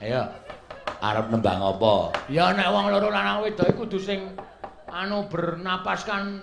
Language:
Javanese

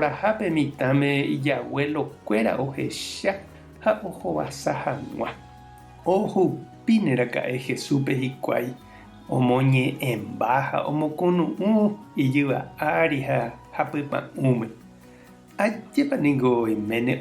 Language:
Guarani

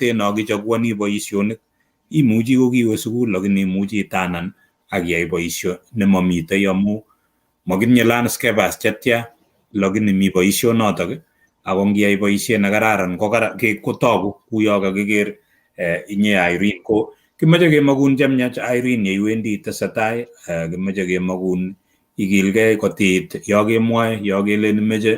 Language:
Kalenjin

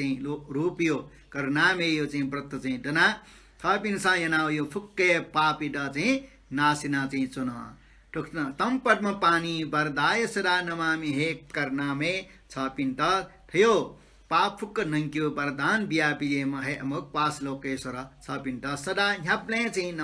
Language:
Newari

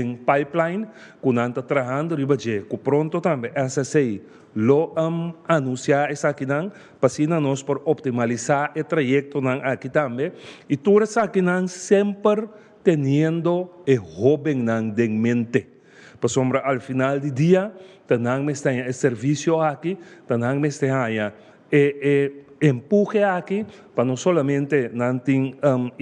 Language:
Papiamento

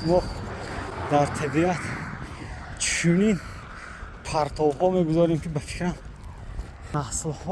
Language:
Tajik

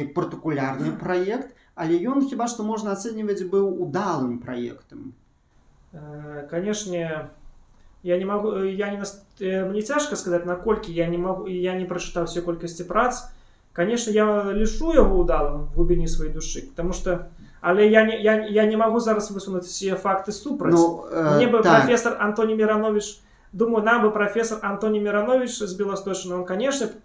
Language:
Belarusian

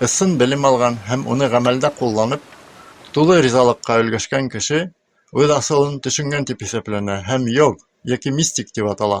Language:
Bashkir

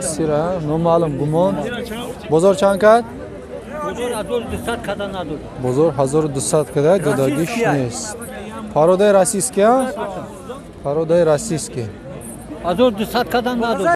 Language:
Tajik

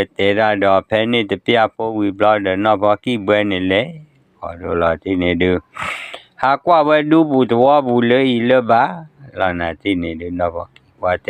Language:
S'gaw Karen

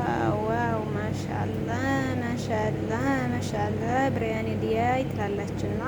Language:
Amharic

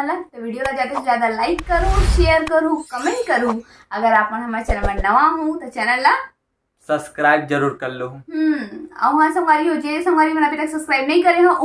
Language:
Chhattisgarhi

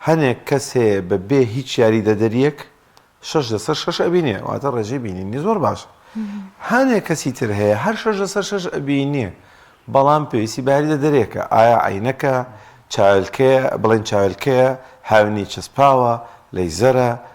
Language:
Central Kurdish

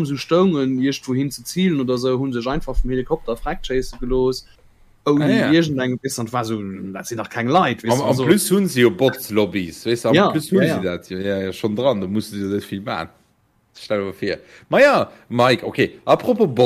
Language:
Luxembourgish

